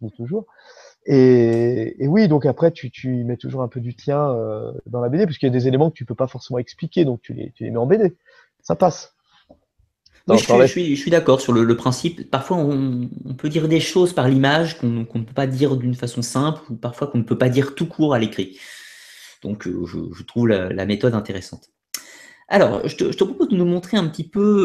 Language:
French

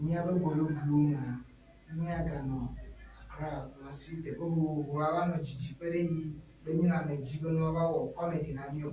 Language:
Ewe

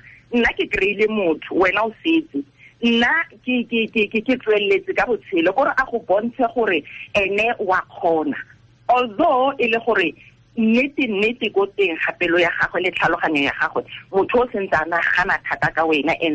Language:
Tswana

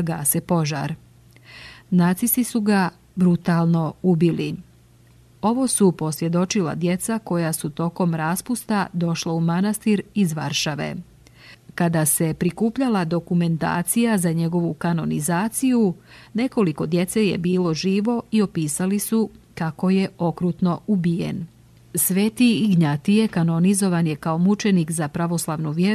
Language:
Serbian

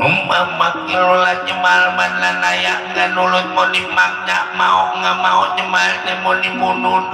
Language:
Betawi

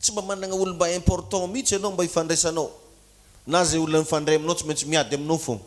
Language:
Malagasy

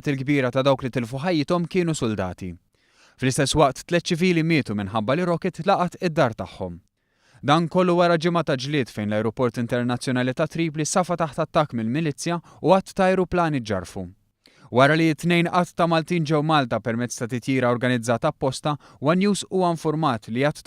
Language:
Maltese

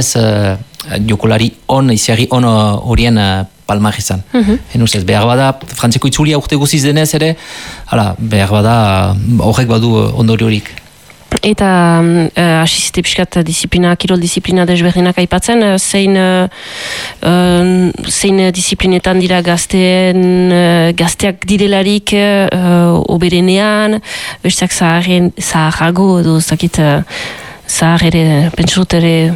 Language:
Basque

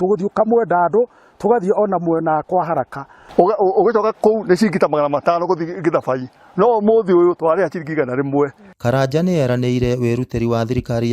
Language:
Kikuyu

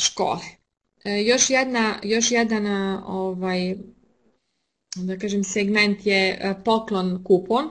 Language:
Serbian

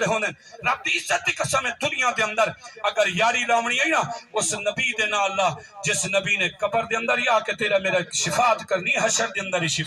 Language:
Saraiki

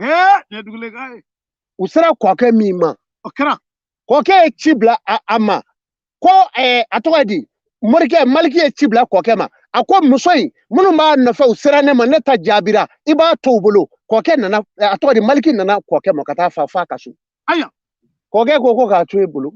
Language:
Bambara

